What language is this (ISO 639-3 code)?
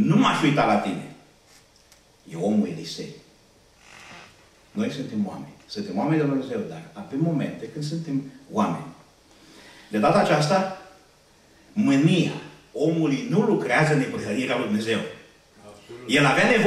ron